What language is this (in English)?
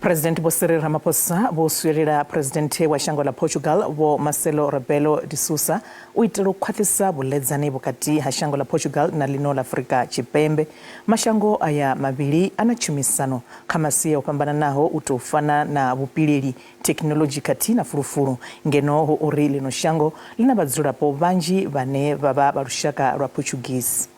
Venda